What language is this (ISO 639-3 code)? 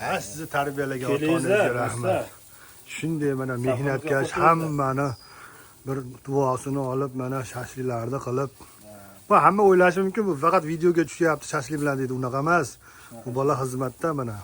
uzb